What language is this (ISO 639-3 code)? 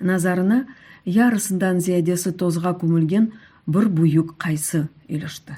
crh